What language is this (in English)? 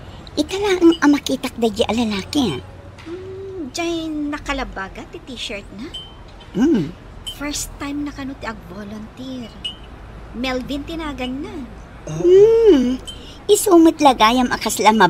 Iloko